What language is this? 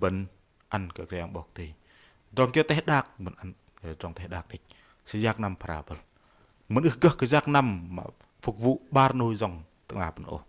Bahnar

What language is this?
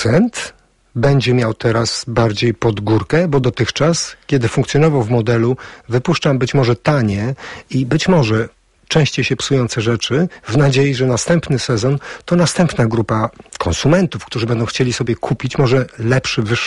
Polish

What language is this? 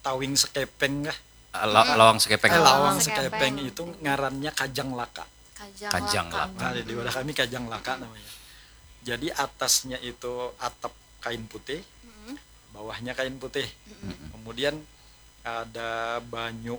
Banjar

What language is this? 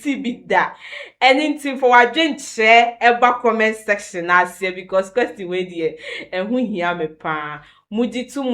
Akan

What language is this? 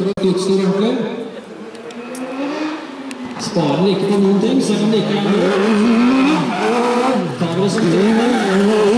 Norwegian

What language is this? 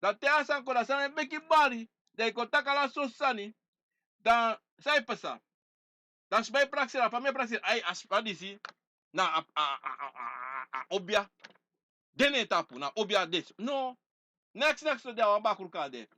Sranan Tongo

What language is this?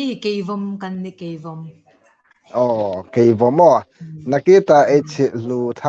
Hmar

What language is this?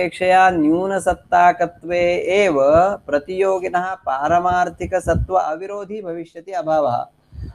Sanskrit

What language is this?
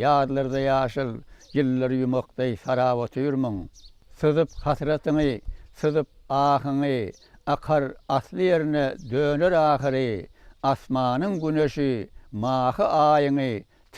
Turkmen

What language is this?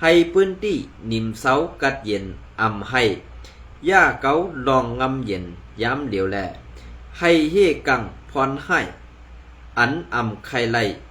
Shan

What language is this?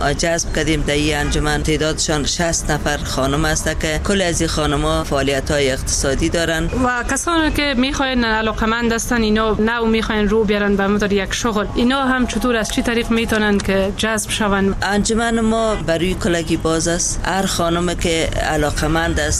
Persian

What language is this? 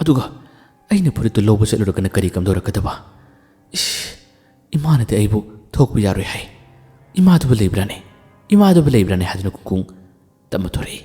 Manipuri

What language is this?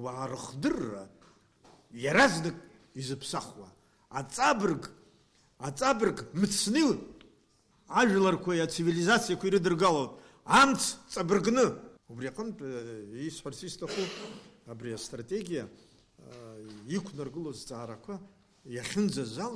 Abkhazian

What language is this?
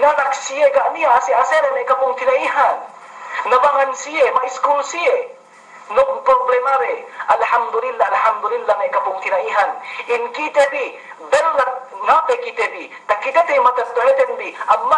Yakan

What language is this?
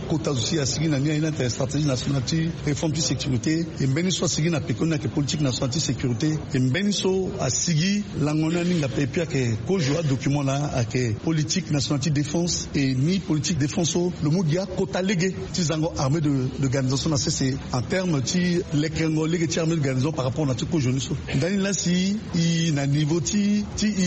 Sango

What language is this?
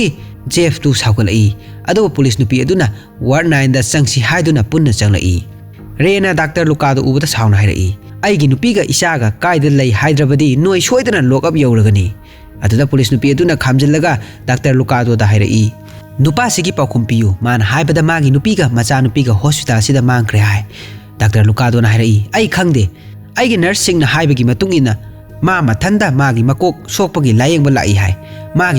Manipuri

